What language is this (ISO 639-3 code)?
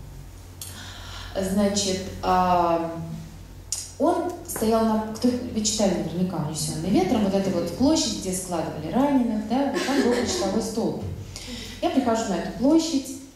rus